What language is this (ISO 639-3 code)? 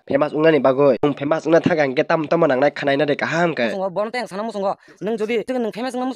trp